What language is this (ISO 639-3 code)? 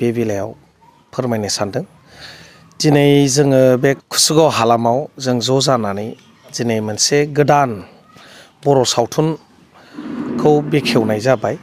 brx